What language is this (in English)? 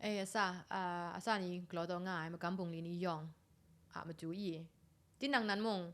Kachin